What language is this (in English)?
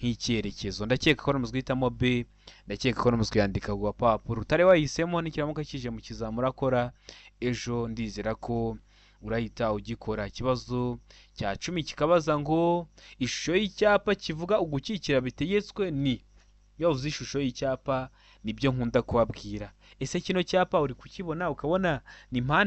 Kinyarwanda